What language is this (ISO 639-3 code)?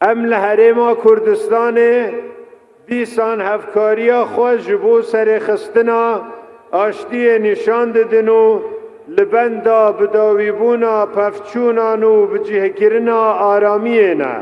kur